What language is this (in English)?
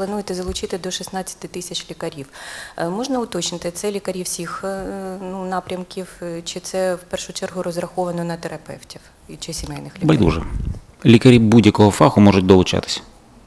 Ukrainian